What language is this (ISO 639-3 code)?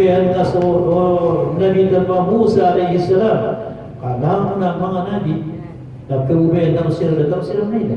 mrw